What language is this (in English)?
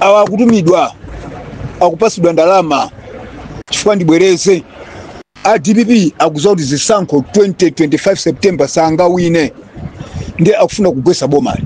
Nyanja